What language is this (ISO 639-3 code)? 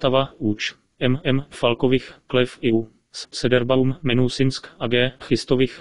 ces